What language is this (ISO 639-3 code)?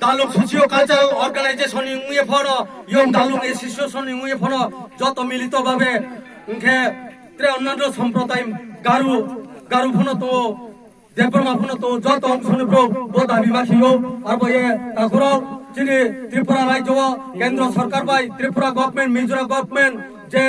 trp